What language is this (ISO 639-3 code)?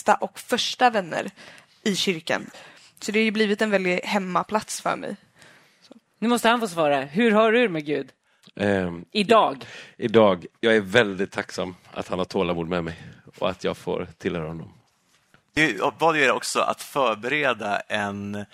swe